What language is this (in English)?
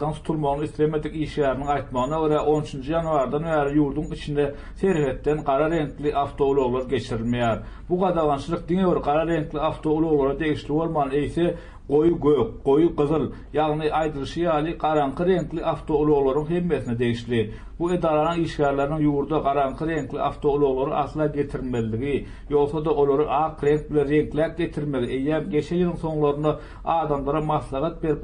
Turkmen